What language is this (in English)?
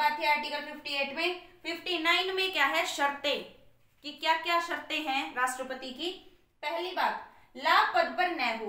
Hindi